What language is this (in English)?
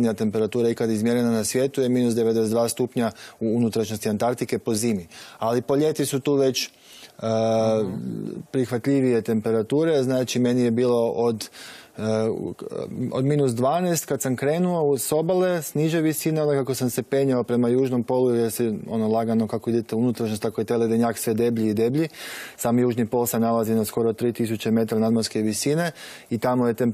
Croatian